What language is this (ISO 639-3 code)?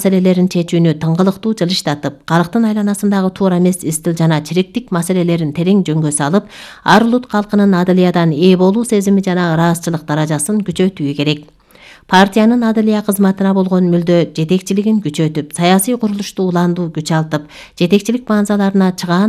kir